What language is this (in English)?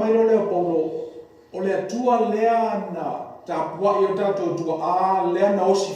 Samoan